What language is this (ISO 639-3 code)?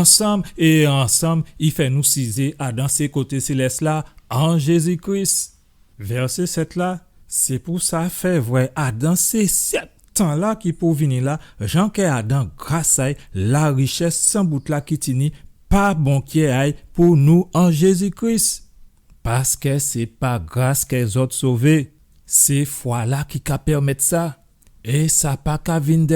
gcf